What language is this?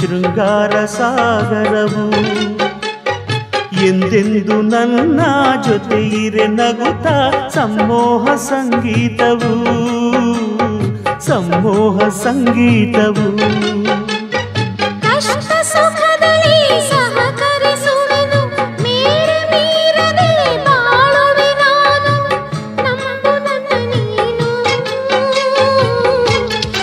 Kannada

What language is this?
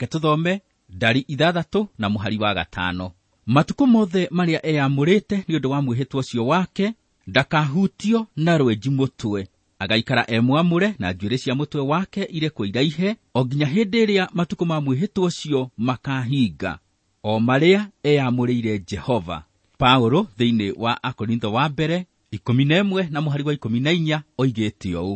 Kikuyu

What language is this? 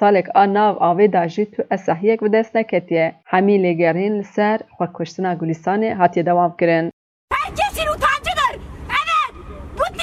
Kurdish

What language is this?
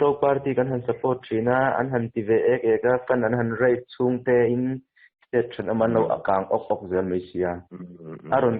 Mizo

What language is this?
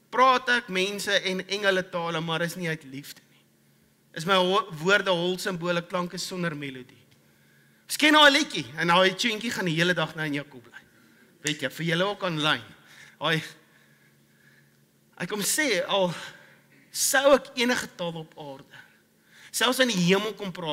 Afrikaans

